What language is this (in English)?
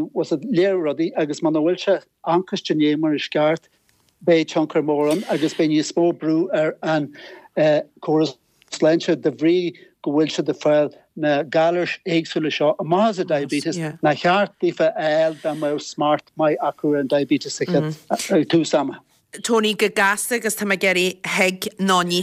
Irish